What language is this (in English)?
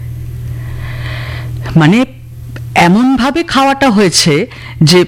Bangla